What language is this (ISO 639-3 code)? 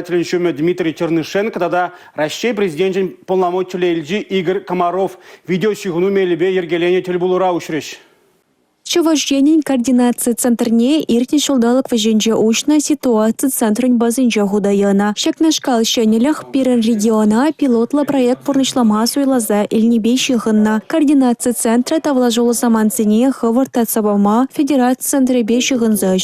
chv